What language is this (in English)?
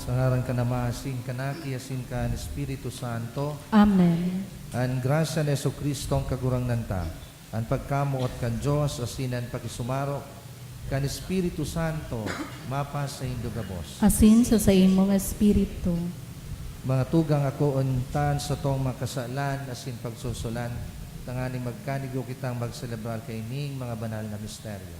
Bikol